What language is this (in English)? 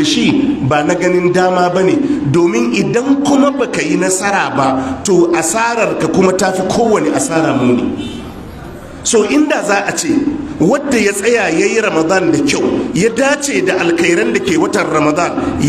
Hausa